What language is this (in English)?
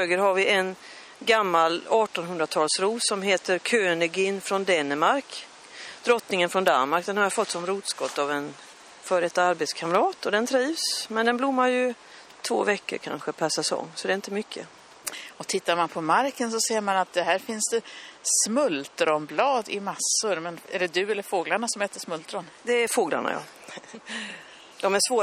Swedish